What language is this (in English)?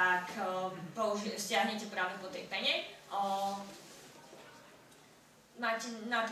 Slovak